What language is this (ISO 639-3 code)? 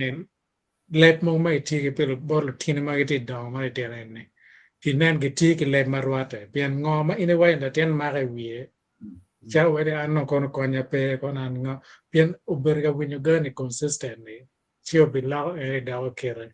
ach